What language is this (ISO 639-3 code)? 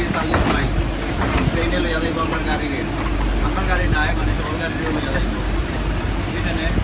syl